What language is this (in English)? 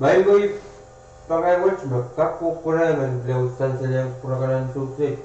Pohnpeian